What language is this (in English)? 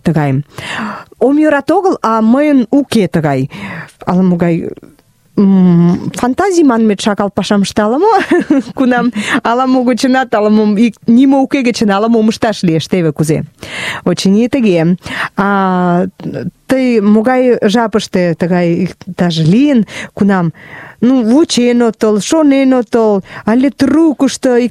Mari